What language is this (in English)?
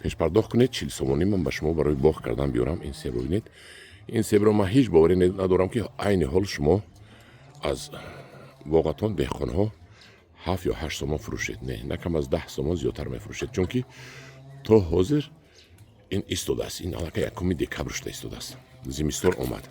Tajik